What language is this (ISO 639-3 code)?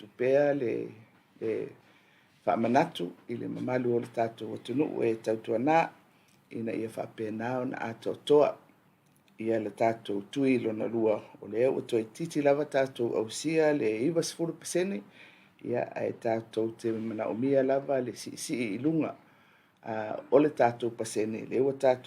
smo